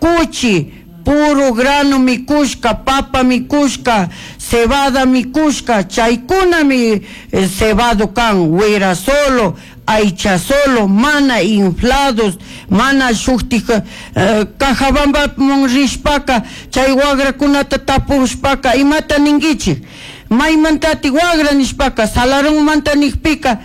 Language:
Chimborazo Highland Quichua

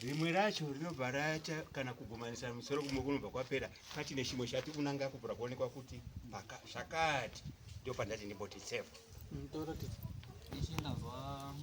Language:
Shona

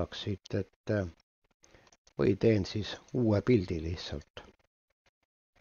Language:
Estonian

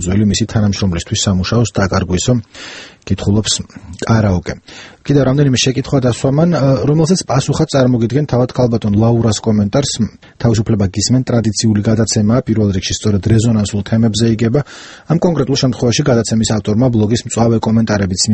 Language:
Georgian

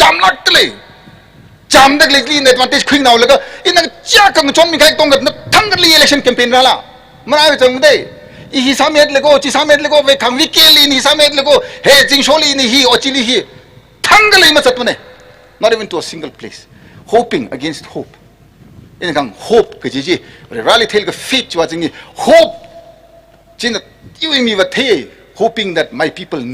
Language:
Tangkhul Naga (India)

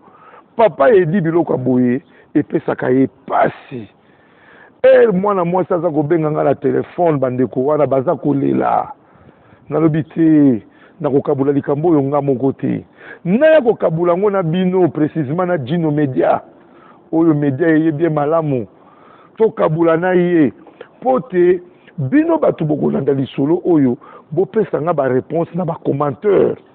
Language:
Lingala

